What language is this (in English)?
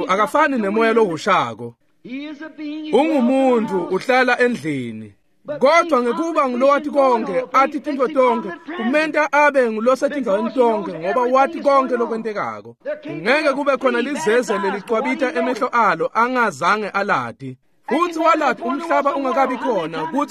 Swati